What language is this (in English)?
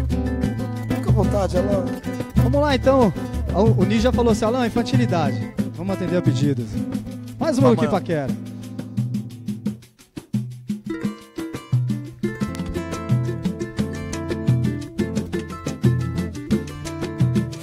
Portuguese